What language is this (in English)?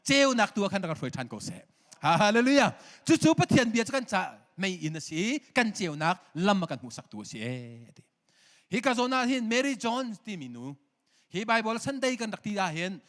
Hakha Chin